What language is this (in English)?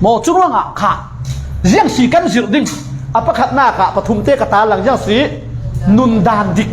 Falam Chin